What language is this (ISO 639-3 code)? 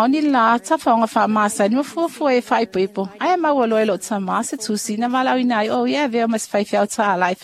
smo